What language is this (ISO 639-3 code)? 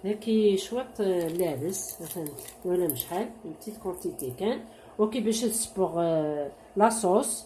kab